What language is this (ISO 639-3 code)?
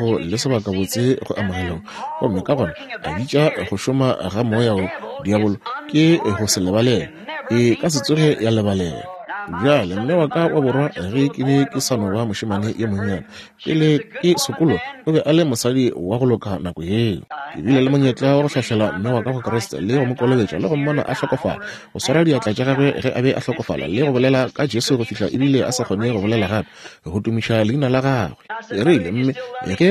nso